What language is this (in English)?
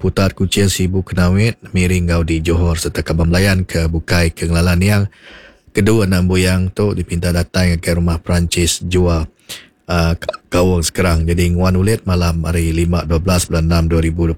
Iban